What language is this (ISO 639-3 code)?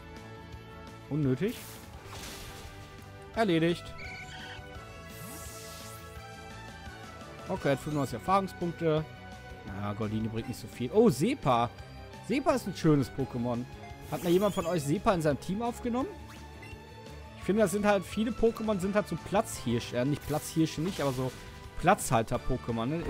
deu